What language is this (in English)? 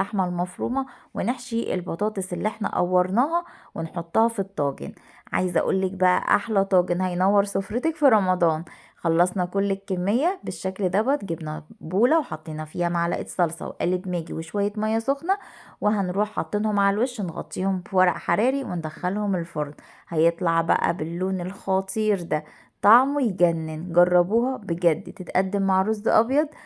Egyptian Arabic